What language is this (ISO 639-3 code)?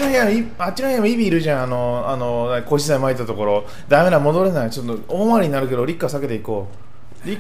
jpn